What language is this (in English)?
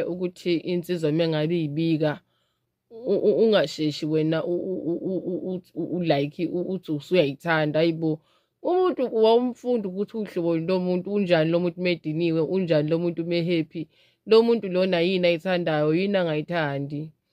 Zulu